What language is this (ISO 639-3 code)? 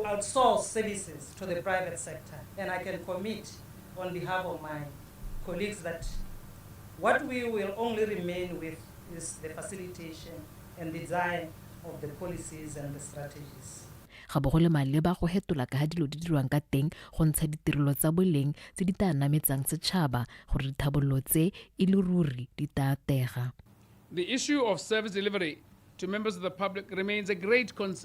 tsn